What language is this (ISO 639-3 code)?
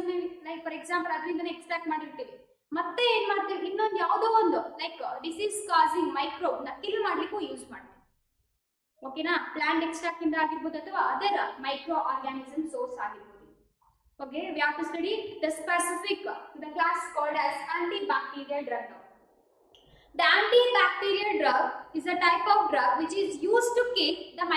kan